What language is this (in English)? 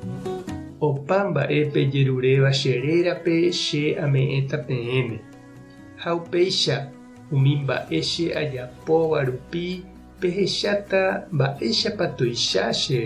Guarani